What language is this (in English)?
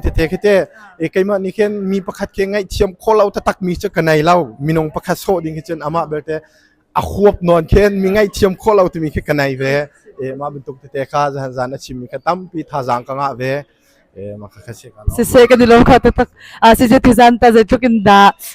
Hakha Chin